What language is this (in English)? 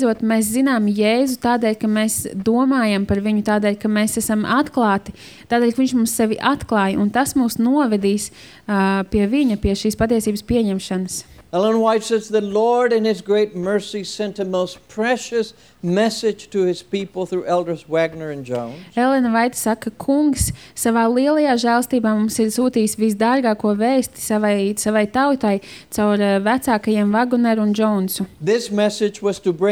Latvian